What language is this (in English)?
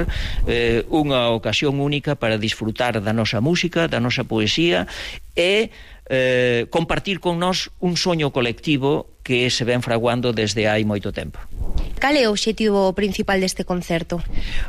Galician